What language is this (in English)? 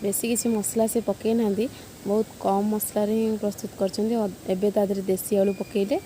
Odia